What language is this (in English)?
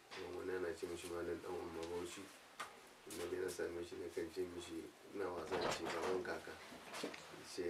Hausa